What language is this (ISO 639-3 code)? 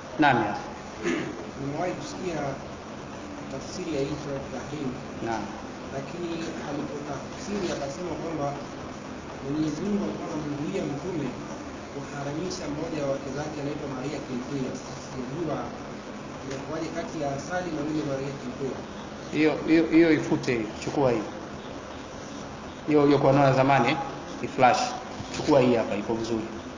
swa